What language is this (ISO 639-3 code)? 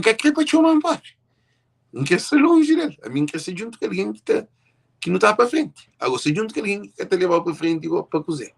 kea